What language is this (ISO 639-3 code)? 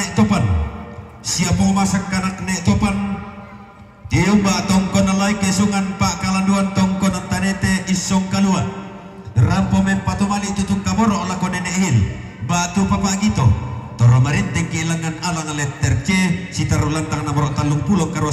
sda